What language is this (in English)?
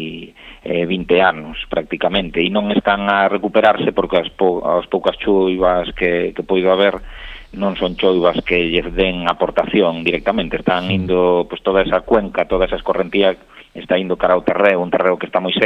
Galician